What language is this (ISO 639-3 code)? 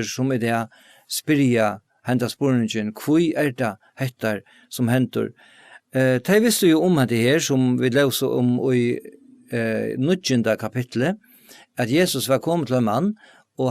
fao